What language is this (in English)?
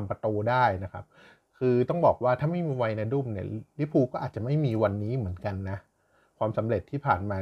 Thai